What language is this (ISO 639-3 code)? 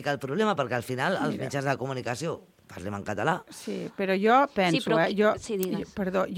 cat